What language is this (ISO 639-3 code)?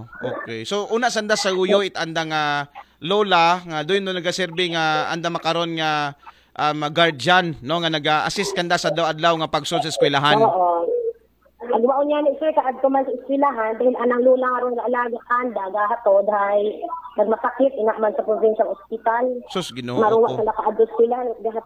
akl